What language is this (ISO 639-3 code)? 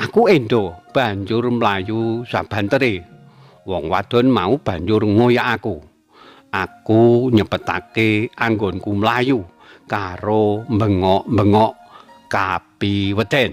jav